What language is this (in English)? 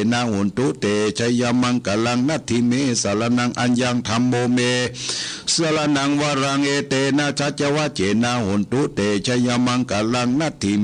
Pali